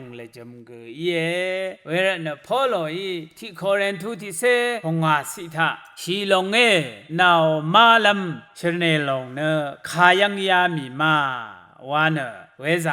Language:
Rawang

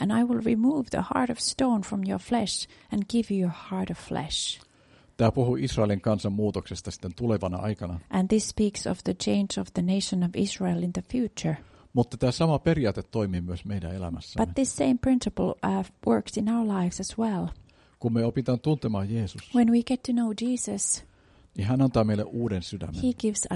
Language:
Finnish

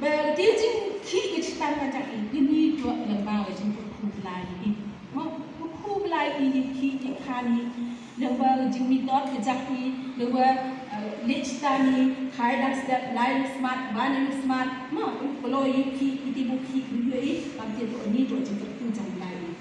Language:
Khasi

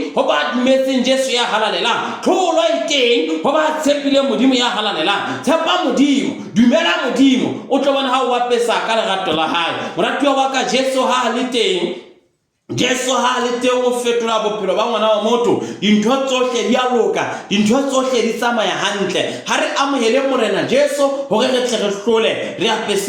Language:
Southern Sotho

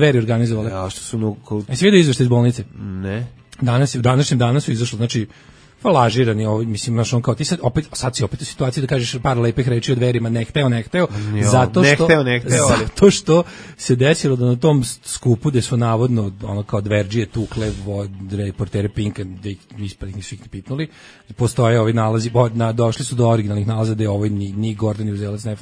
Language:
Serbian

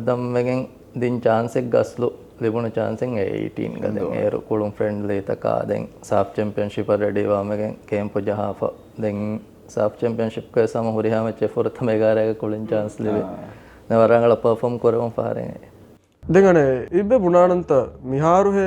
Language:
Divehi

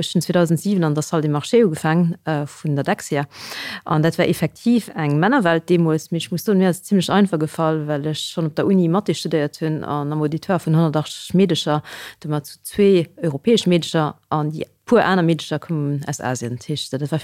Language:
Luxembourgish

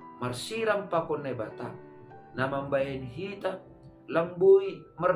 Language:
Batak Simalungun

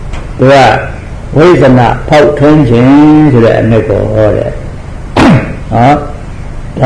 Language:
Burmese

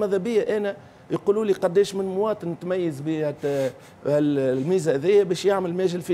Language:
Tunisian Arabic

